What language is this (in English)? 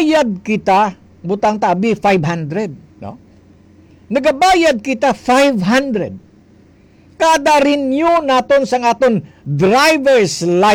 Hiligaynon